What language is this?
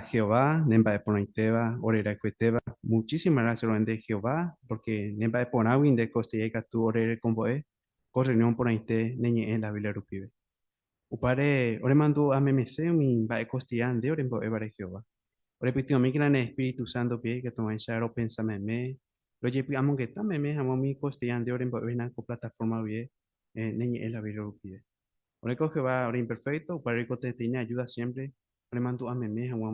Guarani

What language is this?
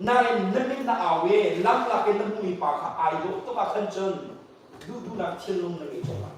Hakha Chin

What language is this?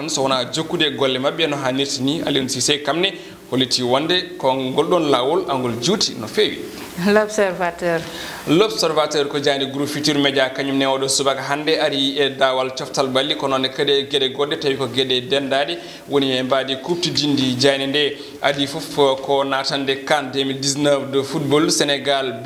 Fula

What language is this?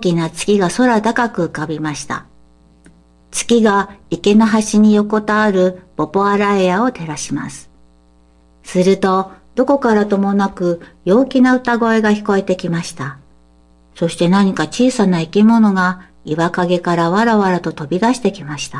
Japanese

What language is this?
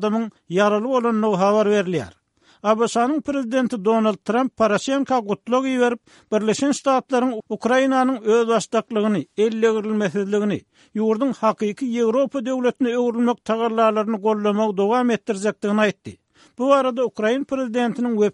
Turkmen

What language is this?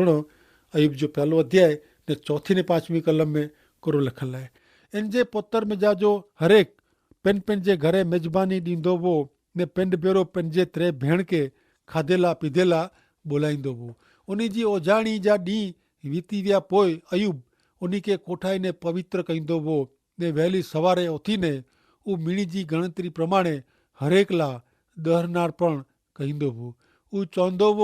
Kachhi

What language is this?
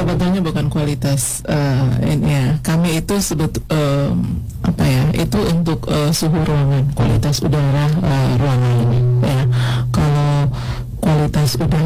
Indonesian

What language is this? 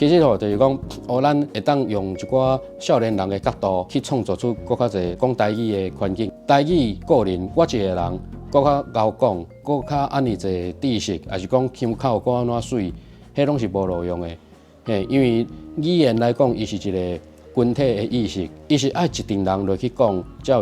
Min Nan Chinese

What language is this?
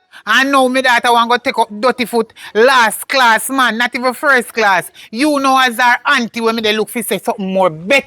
Jamaican Creole English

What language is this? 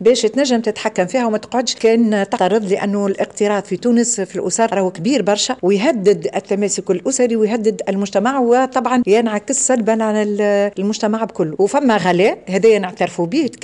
Tunisian Arabic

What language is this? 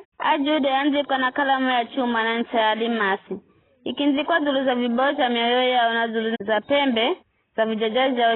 Giryama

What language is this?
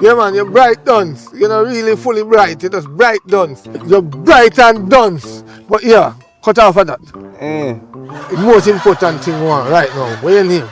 Jamaican Creole English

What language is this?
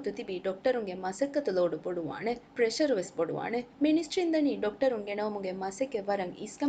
Divehi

